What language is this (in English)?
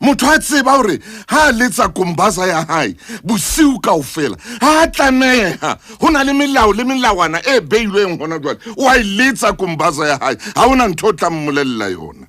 Southern Sotho